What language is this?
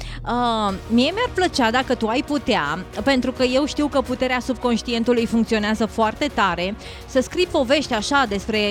Romanian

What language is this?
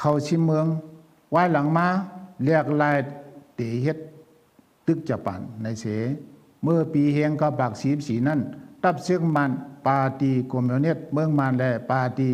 Shan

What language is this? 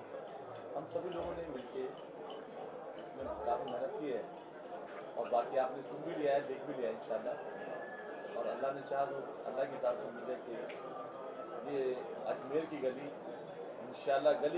Hindi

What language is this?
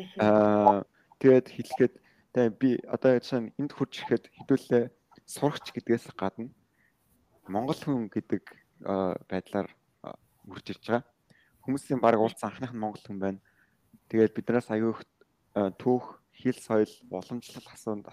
Mongolian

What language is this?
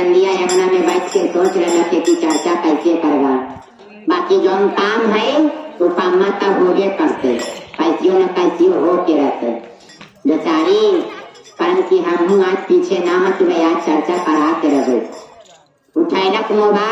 Magahi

